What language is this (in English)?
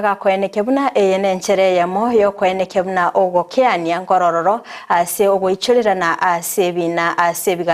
Gusii